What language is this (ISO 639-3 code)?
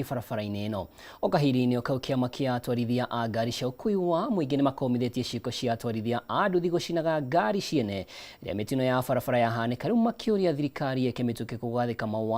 kik